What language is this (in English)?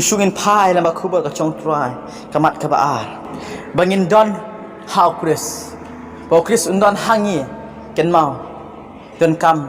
Khasi